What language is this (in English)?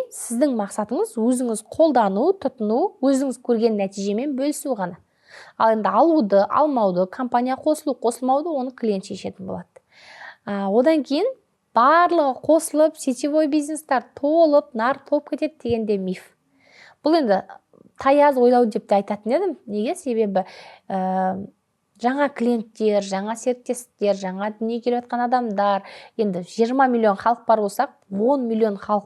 Kazakh